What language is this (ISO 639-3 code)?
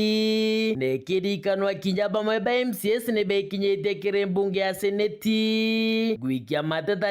mer